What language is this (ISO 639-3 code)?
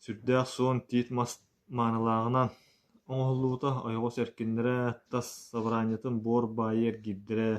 sah